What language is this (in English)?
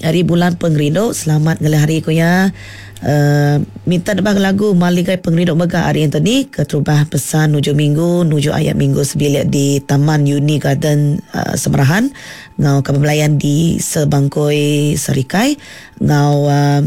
Iban